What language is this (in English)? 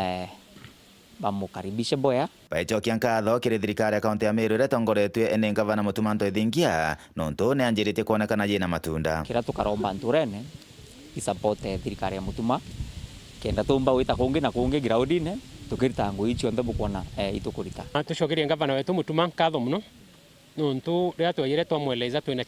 Meru